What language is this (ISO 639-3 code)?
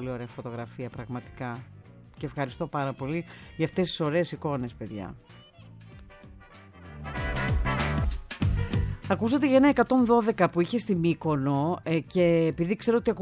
ell